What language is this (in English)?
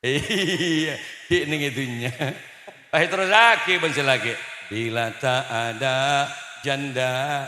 Madurese